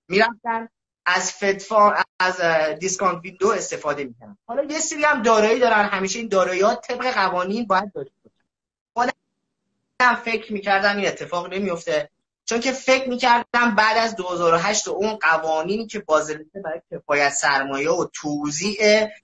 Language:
Persian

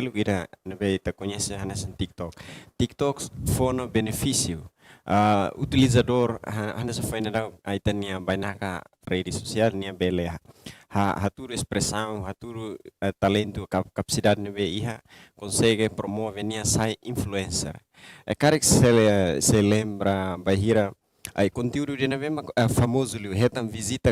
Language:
Tetum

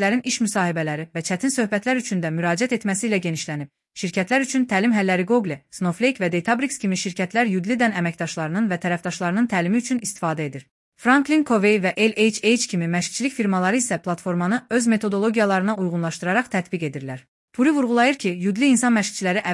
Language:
Azerbaijani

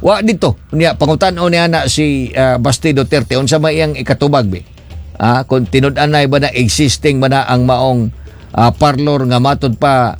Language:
Cebuano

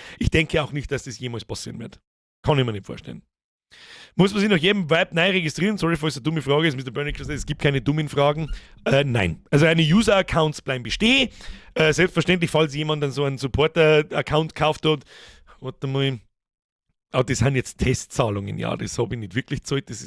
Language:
Bavarian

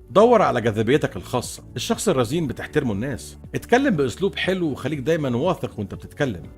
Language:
Egyptian Arabic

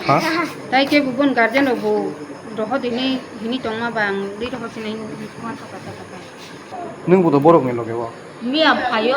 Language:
Kok Borok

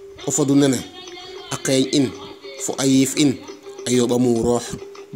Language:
Serer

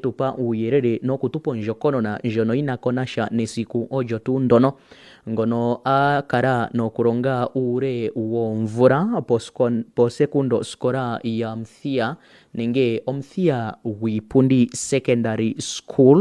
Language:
Kuanyama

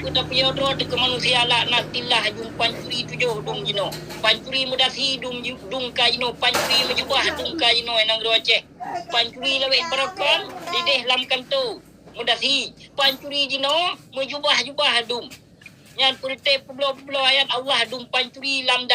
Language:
Achinese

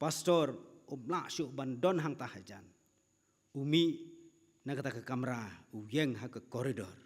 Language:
Khasi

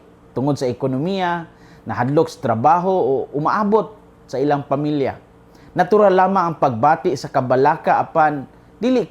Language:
Cebuano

